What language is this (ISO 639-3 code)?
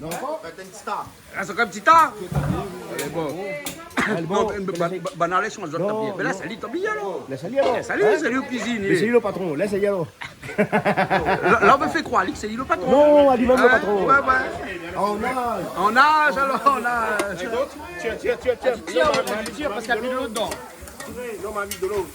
rcf